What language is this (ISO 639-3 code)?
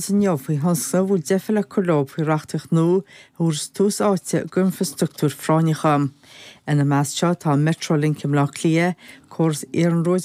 gle